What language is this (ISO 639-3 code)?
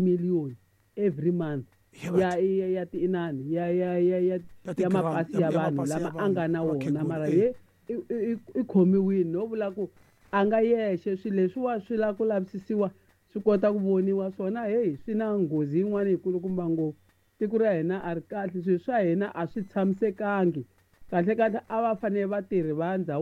tso